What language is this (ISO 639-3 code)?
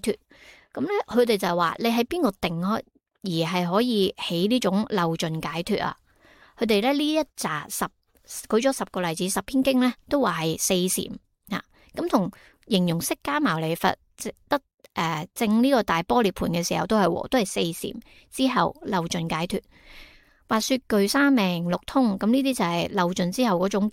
yue